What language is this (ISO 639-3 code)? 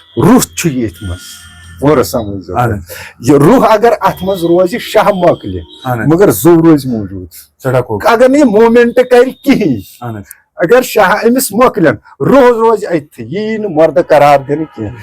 kas